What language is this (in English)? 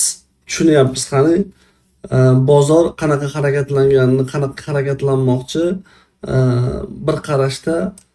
Uzbek